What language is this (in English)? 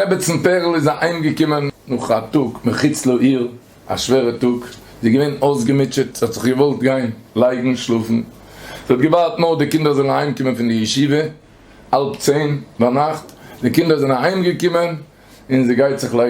Yiddish